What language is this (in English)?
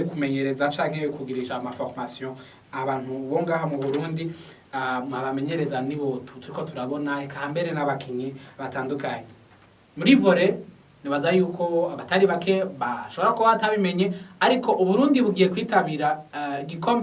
Rundi